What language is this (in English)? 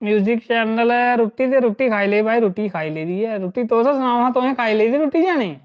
Dogri